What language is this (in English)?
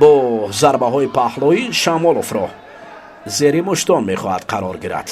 Tajik